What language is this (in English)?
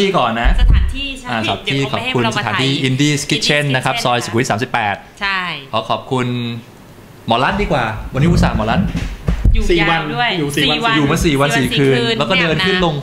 Thai